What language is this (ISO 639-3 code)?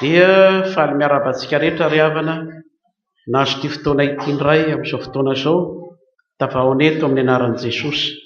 mlg